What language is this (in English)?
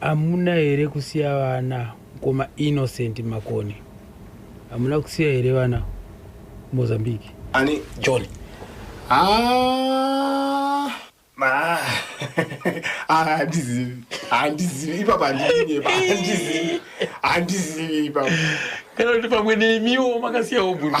Shona